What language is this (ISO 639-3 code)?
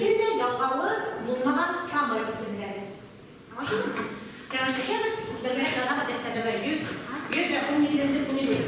bak